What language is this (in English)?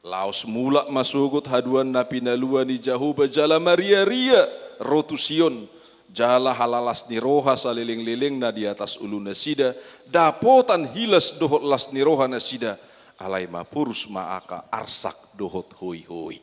Batak Toba